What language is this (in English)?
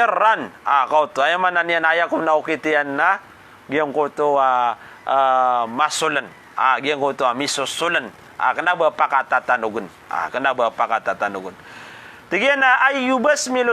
Maranao